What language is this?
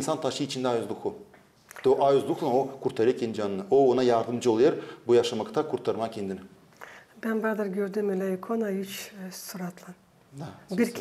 Gagauz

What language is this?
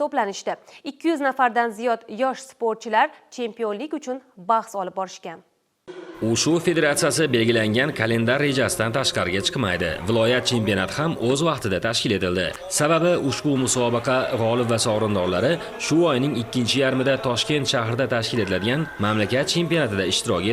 Uzbek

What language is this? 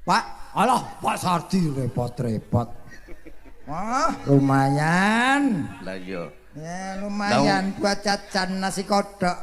Javanese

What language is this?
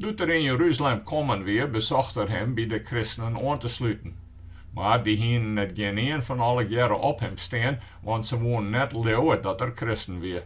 Western Frisian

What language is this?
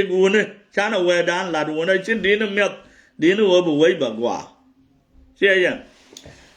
Nuer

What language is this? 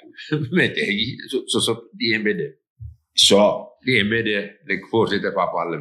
Sranan Tongo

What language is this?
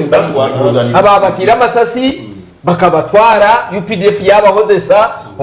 Nyankole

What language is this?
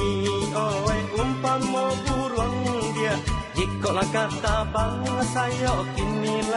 Minangkabau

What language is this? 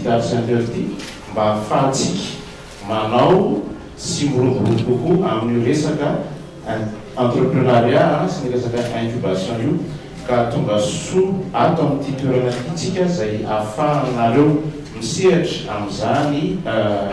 Malagasy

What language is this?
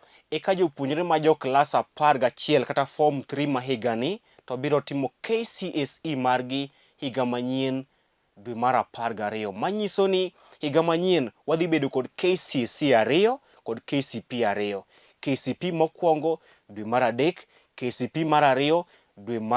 Luo (Kenya and Tanzania)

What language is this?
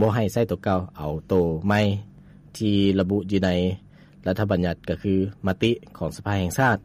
Lao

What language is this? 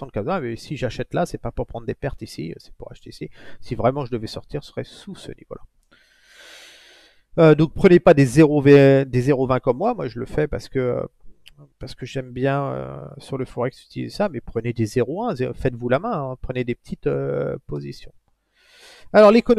French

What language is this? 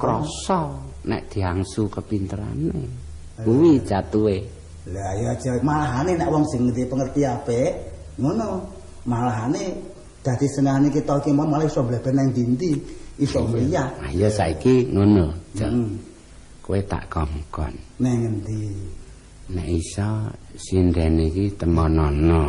Javanese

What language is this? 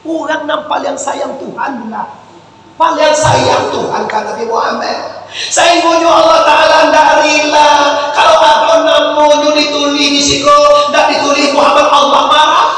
Minangkabau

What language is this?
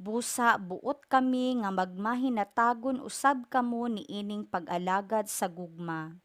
Cebuano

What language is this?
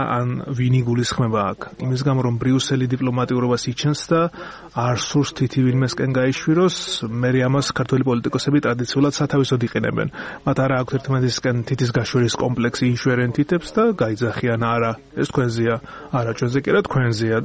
Georgian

